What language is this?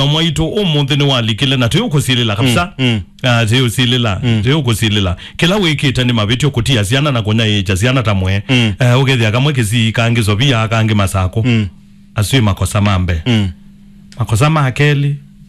Kamba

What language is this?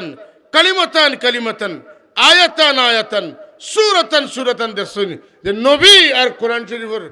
Sylheti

